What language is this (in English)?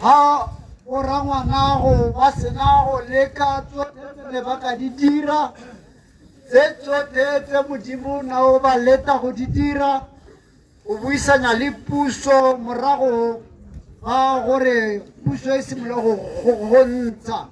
Tswana